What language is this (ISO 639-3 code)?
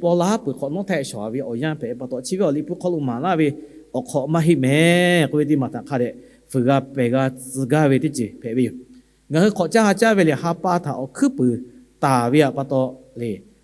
lhu